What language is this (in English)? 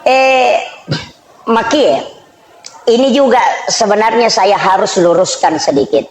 Buginese